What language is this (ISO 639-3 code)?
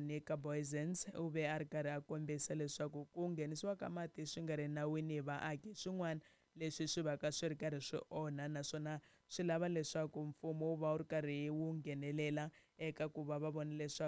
tso